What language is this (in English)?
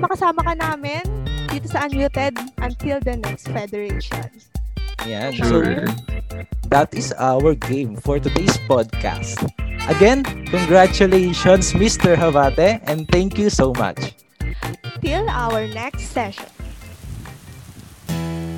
Filipino